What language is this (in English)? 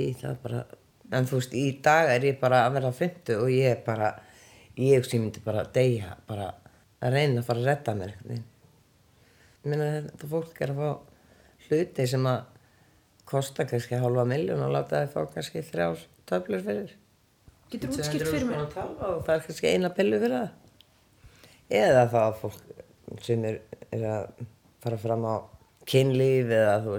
Icelandic